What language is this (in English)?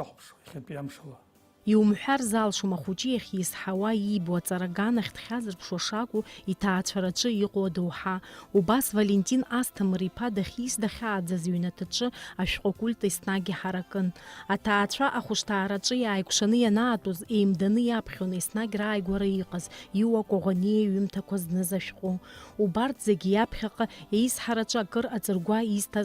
Abkhazian